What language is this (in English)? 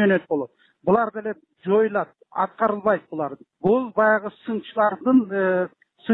Kyrgyz